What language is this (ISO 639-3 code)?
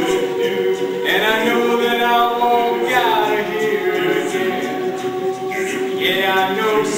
eng